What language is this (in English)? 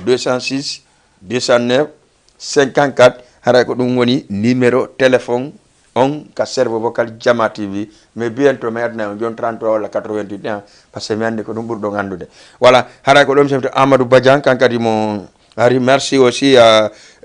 Fula